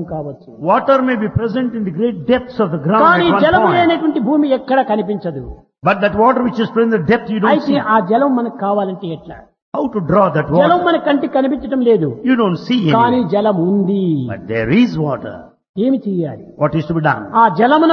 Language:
Telugu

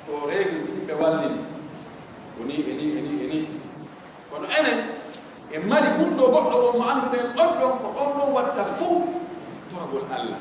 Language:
Pular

